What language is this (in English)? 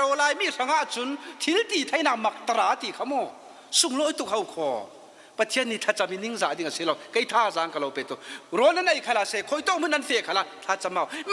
Falam Chin